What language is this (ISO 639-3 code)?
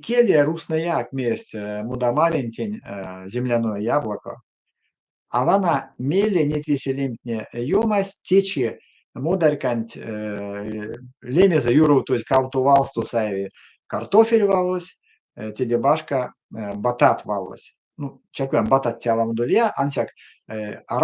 myv